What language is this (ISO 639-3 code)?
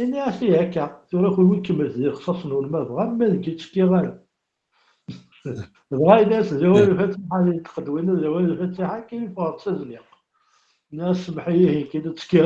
kab